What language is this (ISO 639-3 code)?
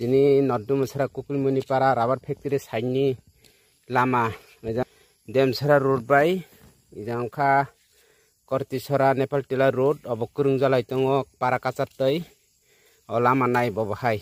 trp